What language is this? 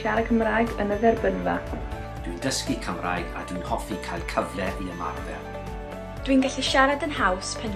Welsh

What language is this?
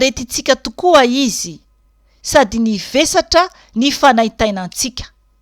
Malagasy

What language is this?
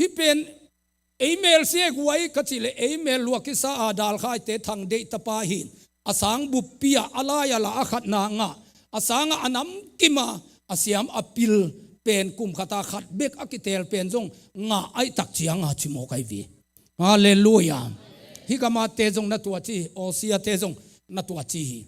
Tedim Chin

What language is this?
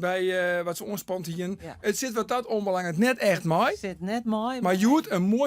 Western Frisian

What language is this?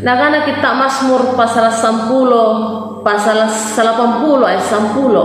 Makasar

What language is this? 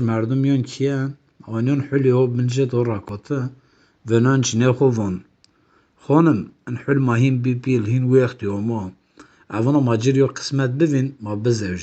Zaza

